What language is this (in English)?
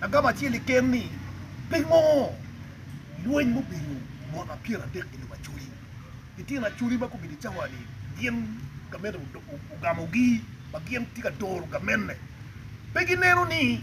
Acoli